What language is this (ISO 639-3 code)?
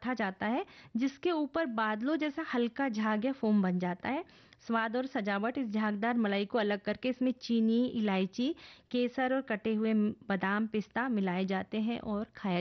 hin